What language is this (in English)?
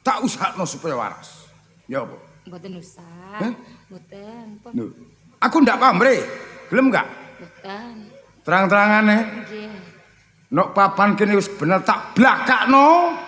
Javanese